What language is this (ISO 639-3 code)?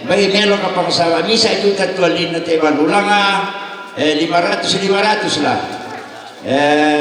sda